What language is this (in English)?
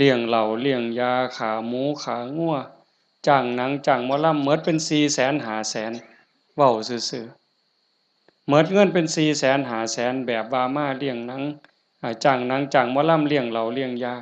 Lao